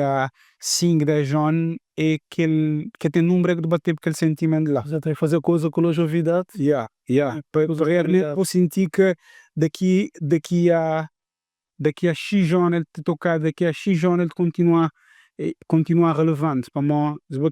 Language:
Kabuverdianu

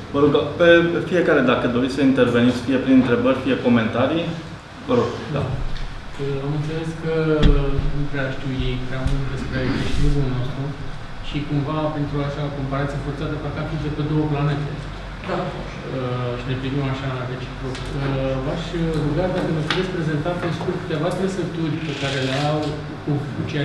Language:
Romanian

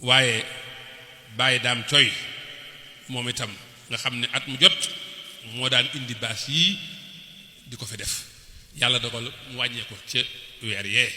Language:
Wolof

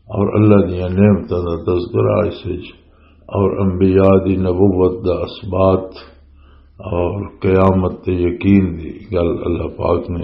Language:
Western Panjabi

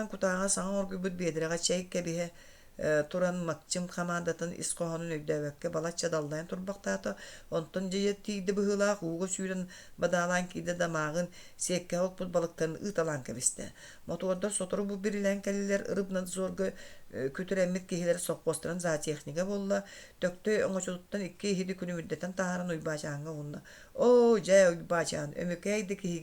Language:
Yakut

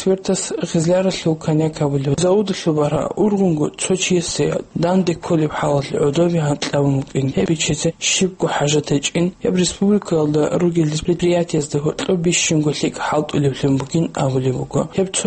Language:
Avaric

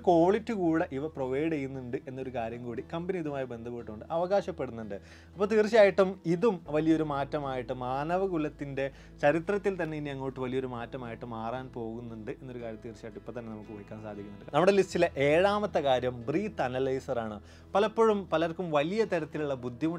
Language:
Malayalam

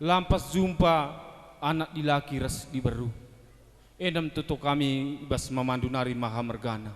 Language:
Batak Karo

